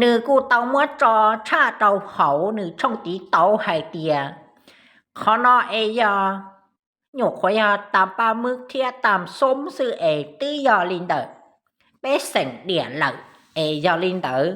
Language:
Hmong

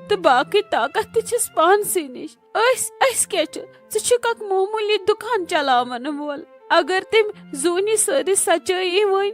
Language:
Kashmiri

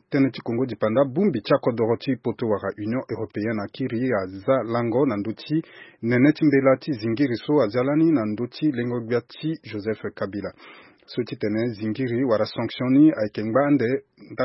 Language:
Sango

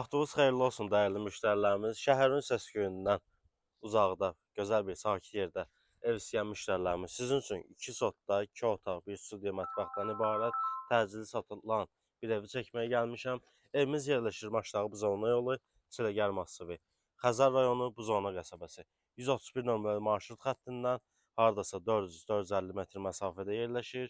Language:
Azerbaijani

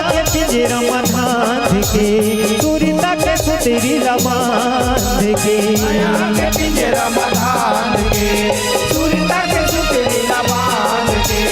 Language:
Chhattisgarhi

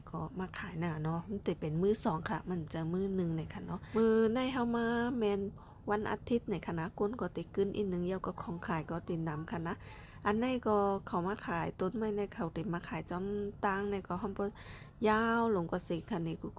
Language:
Shan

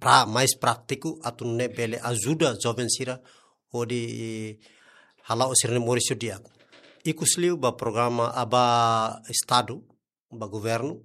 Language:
Tetum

